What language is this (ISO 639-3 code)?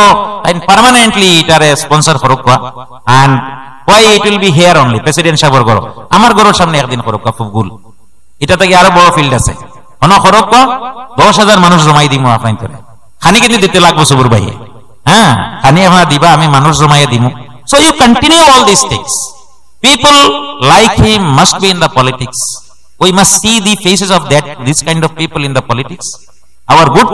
syl